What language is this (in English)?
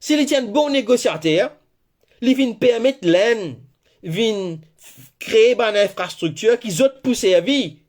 Morisyen